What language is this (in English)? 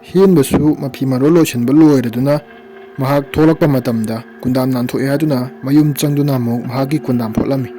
Manipuri